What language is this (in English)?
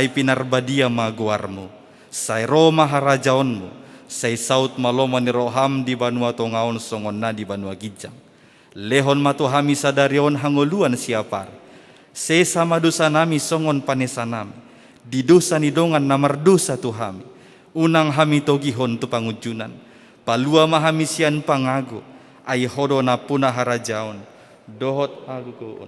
Batak Toba